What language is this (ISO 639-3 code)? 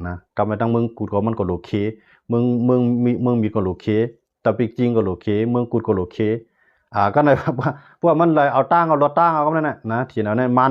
shn